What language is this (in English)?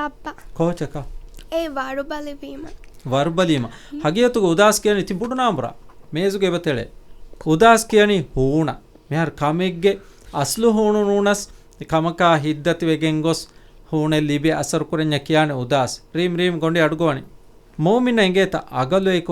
Divehi